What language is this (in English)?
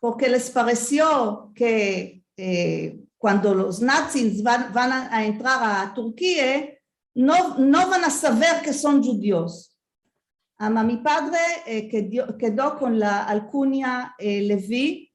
Ladino